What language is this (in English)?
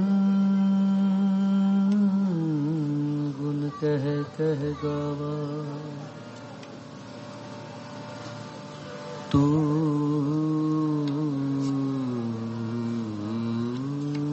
Hindi